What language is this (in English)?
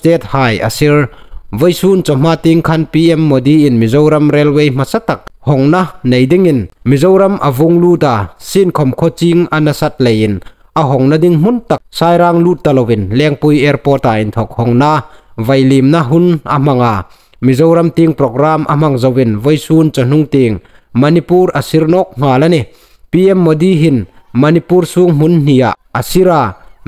Hmar